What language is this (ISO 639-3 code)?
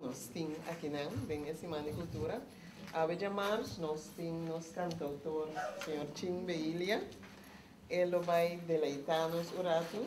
pap